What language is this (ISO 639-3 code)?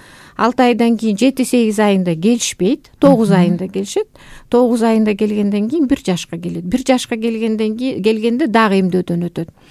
kir